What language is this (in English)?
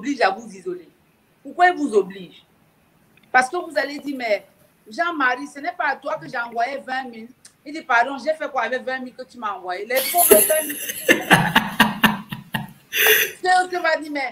French